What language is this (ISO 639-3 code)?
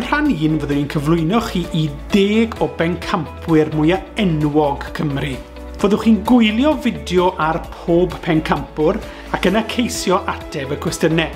cym